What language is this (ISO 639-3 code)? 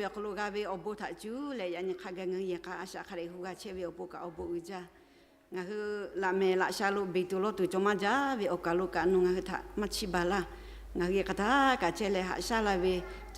lhu